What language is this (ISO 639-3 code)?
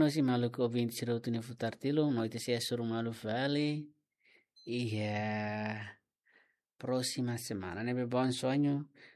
tet